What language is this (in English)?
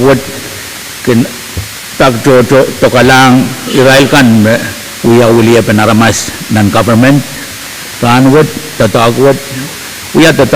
Pohnpeian